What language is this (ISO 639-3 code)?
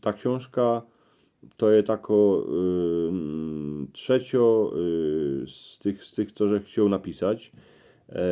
szl